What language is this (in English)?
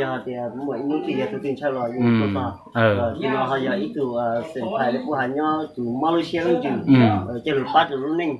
Hmong